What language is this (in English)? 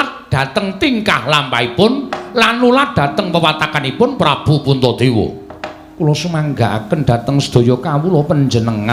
Javanese